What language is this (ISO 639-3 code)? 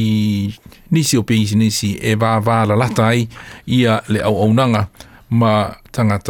smo